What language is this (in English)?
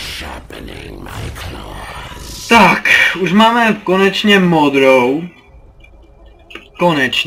Czech